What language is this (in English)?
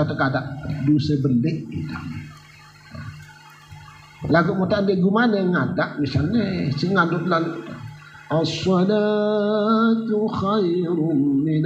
Sasak